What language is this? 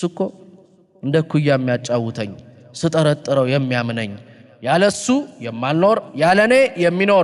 Amharic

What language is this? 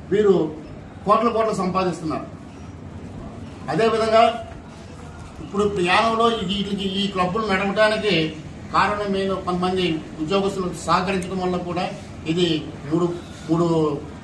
Telugu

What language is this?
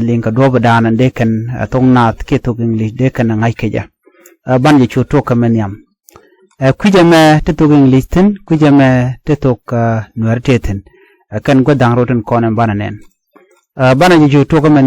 Nuer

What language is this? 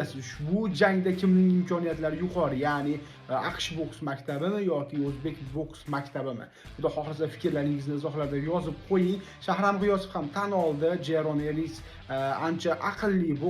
Uzbek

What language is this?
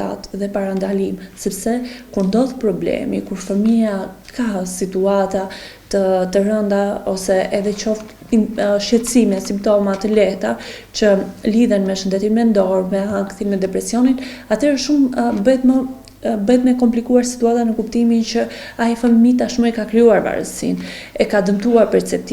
Albanian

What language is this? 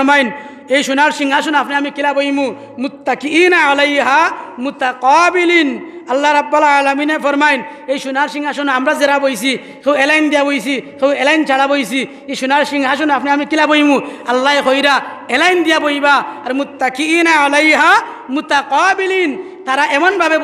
Sylheti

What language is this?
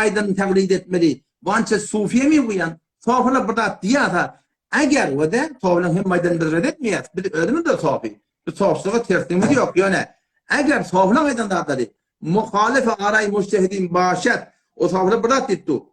Turkmen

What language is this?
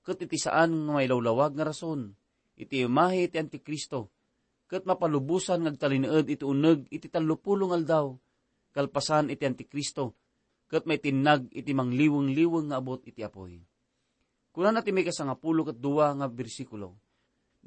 Iloko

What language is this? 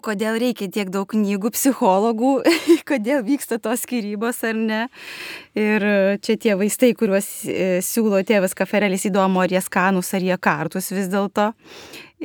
Lithuanian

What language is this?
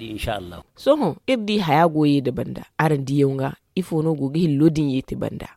Zarma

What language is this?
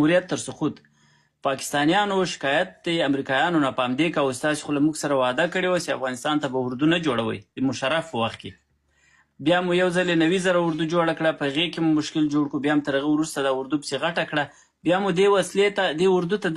Pashto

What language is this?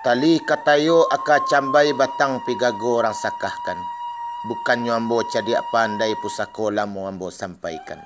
Minangkabau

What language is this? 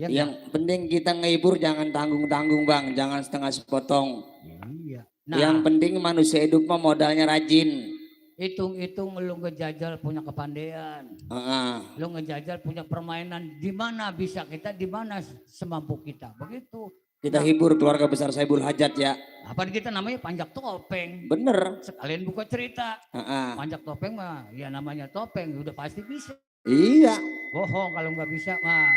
Betawi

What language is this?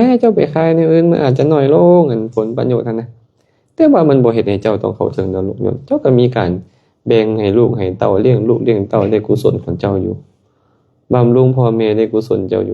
Lao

